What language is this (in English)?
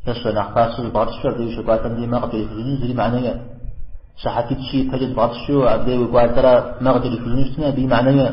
Kabardian